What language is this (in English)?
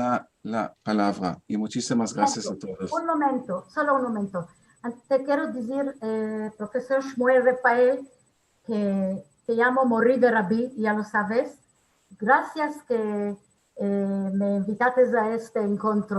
Ladino